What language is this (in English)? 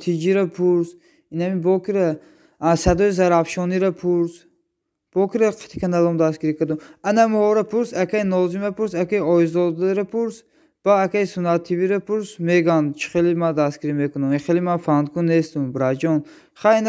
Tajik